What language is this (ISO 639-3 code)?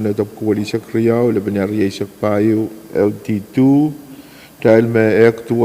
pon